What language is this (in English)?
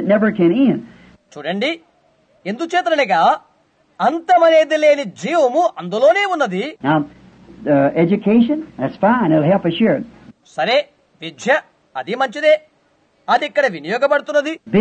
Telugu